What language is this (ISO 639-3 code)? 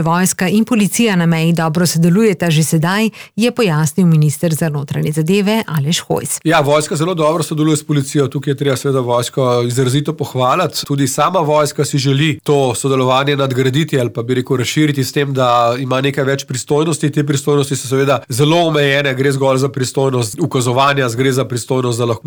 slv